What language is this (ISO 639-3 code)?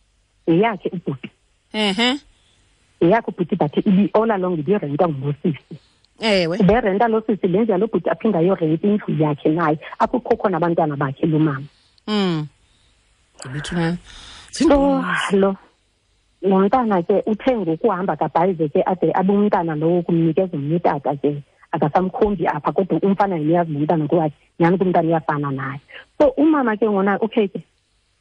xho